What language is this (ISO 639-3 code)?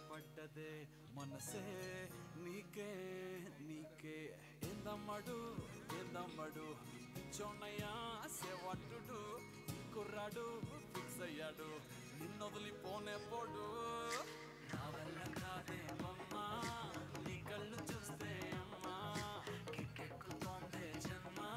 tel